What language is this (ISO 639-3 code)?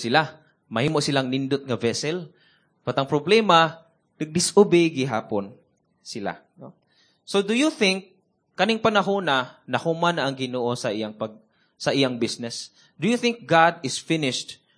ceb